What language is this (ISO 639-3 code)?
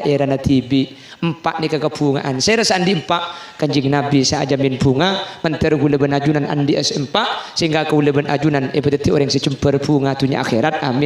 mad